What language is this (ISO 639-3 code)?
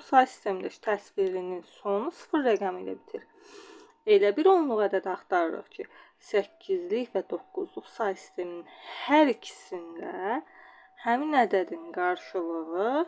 aze